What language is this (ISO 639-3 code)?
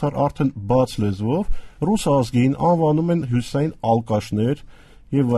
hye